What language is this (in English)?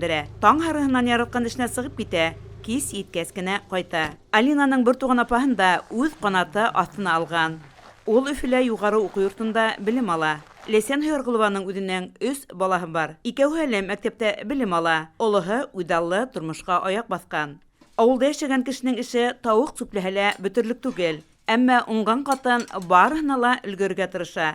Bashkir